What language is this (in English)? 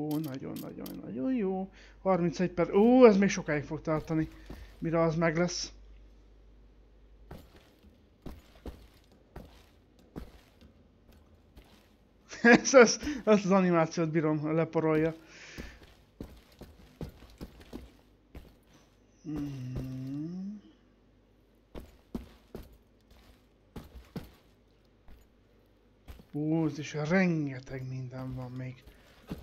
Hungarian